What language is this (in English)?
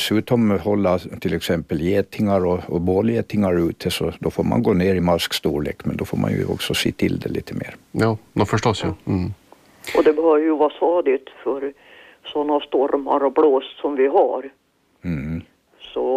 Swedish